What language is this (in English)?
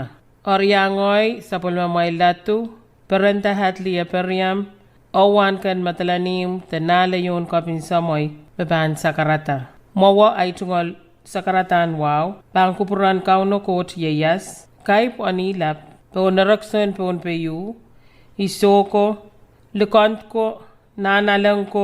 Pohnpeian